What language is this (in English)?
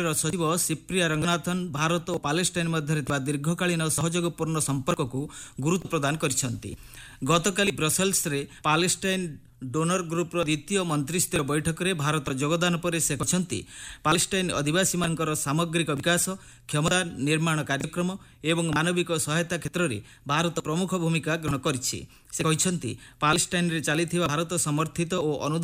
Odia